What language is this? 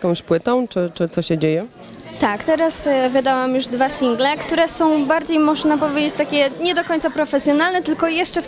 Polish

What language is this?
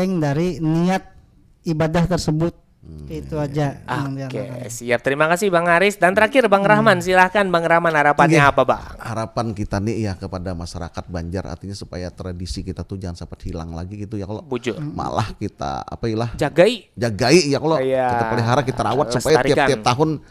Banjar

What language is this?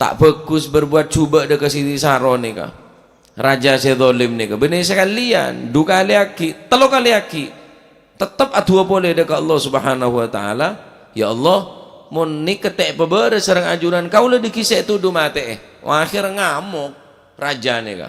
Madurese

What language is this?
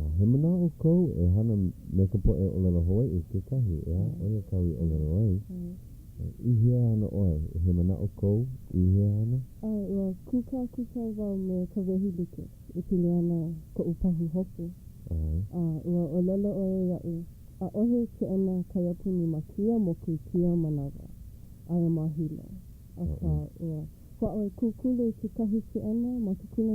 Hawaiian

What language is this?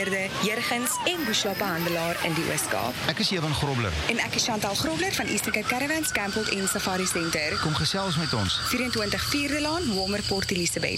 Afrikaans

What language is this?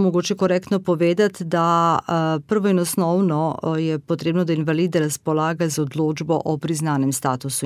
Slovenian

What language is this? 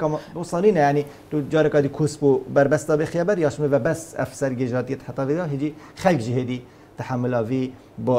Kurdish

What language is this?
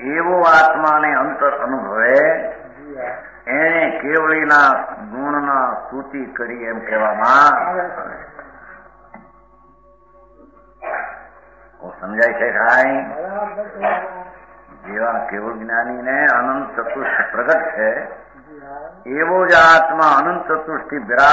Gujarati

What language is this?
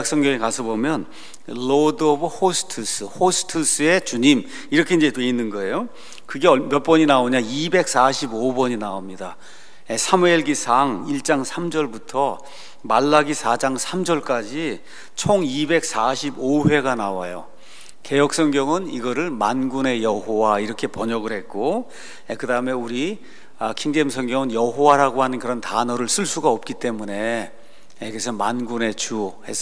Korean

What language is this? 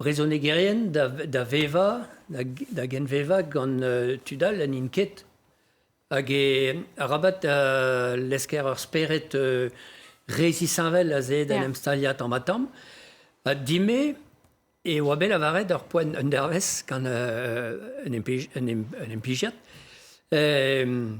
Breton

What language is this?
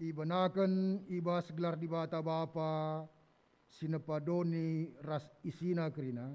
Batak Karo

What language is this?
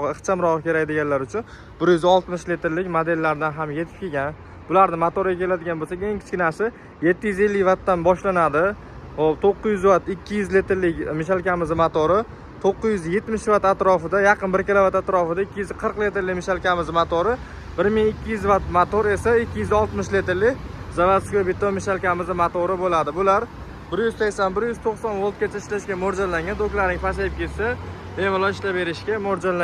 Uzbek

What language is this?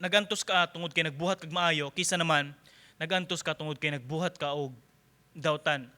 Cebuano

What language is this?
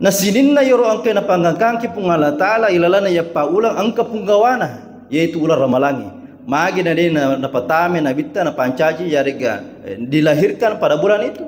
Buginese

